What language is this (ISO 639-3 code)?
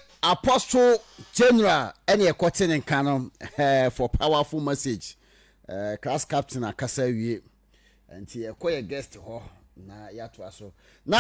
aka